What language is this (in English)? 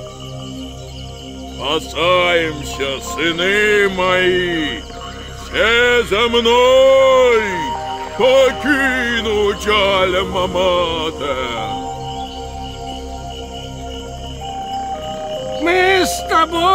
Russian